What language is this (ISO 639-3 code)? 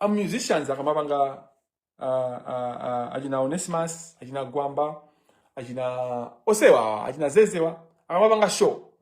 nya